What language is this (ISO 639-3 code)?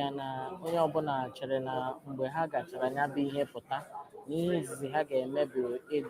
ibo